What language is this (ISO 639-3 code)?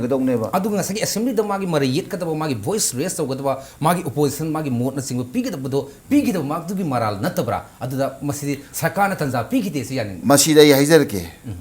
mni